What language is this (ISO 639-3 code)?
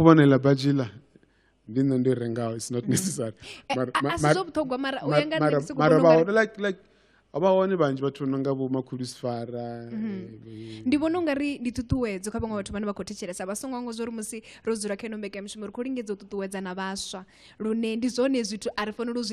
ven